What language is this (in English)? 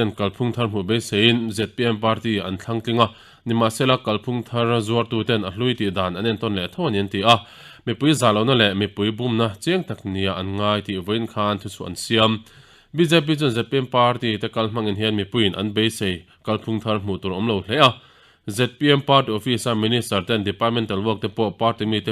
Mizo